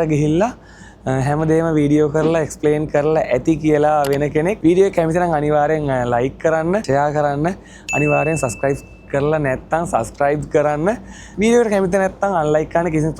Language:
Sinhala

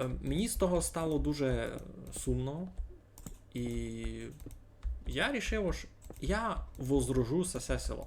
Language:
Rusyn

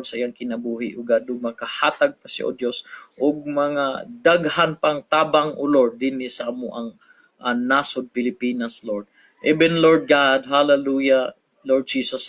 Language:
Cebuano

